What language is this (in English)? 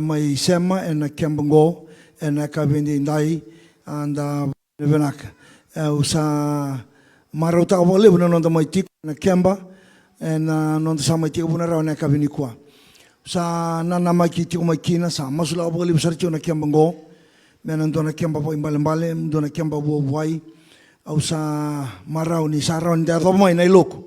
Fijian